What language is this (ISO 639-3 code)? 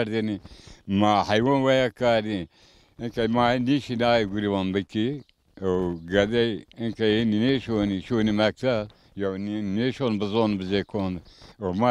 zza